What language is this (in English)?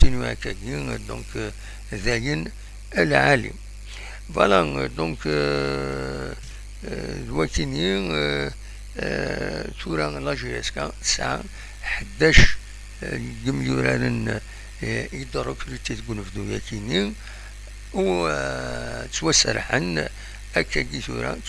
Kabyle